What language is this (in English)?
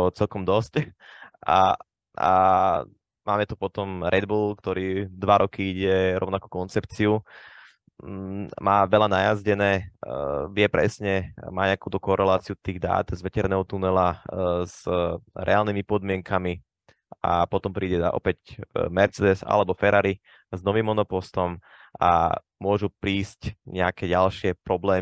Slovak